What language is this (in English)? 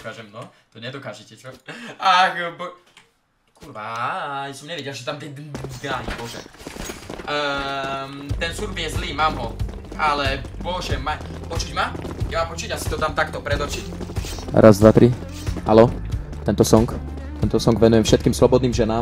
Slovak